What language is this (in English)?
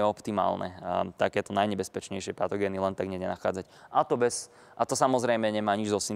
Slovak